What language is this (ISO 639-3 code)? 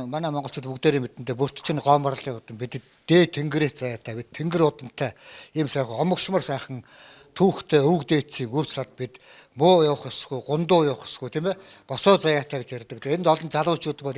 mon